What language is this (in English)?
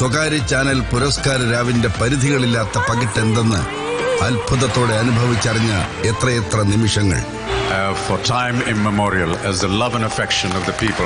Malayalam